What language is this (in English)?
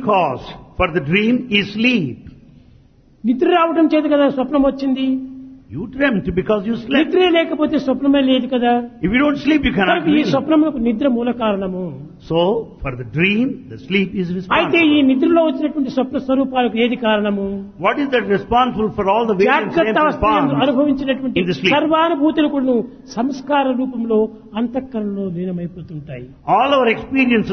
Telugu